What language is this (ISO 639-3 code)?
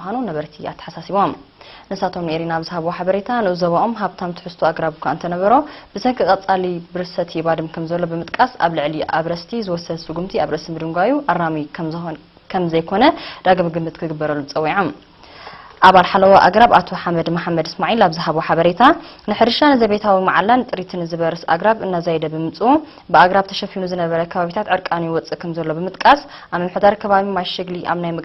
tir